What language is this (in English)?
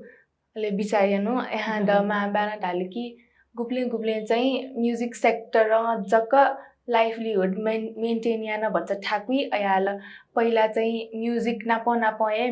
Newari